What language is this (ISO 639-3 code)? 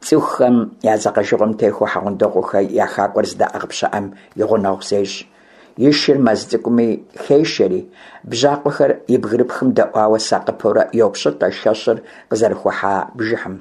kbd